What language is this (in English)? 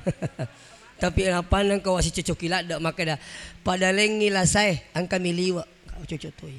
Buginese